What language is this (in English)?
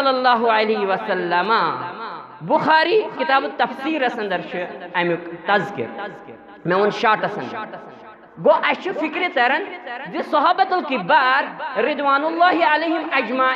Kashmiri